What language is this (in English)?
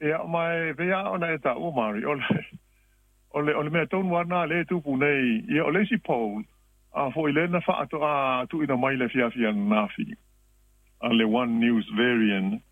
Samoan